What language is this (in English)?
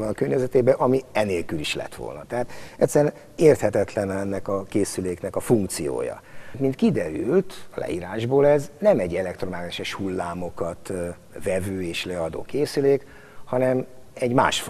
Hungarian